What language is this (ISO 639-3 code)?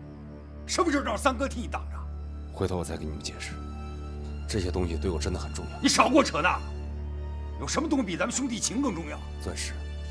zho